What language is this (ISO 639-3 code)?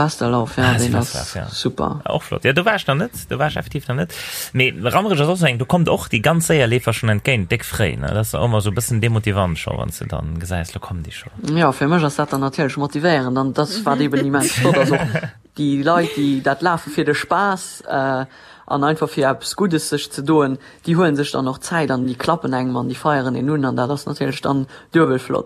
ltz